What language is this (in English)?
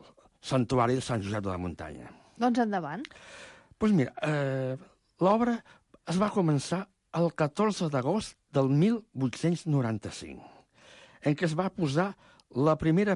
Catalan